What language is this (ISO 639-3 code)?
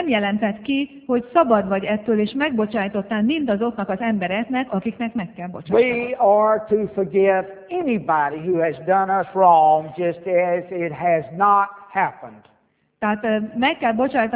hun